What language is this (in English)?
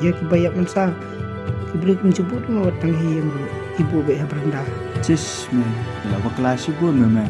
Khasi